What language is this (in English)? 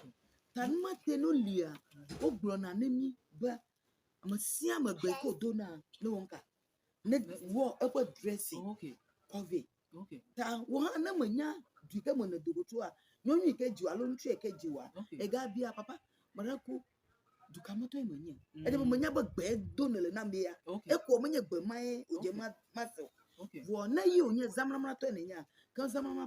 Ewe